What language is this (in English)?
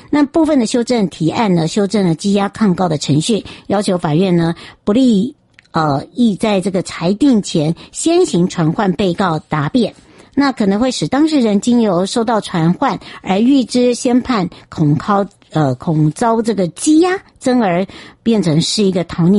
Chinese